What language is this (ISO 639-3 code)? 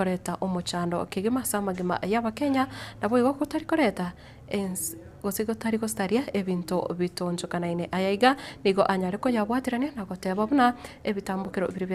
guz